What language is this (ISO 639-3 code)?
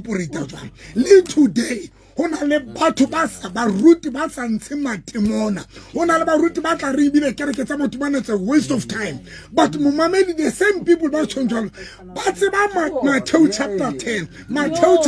sot